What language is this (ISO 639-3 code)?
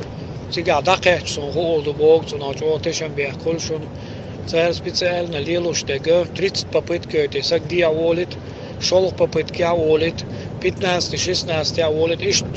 che